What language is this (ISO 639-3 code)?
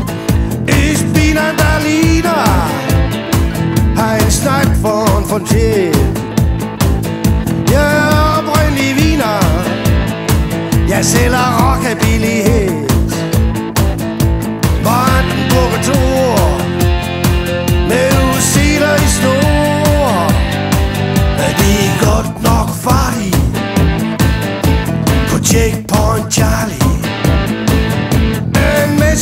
dan